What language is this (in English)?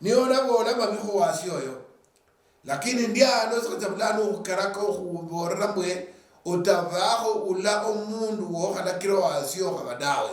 Luyia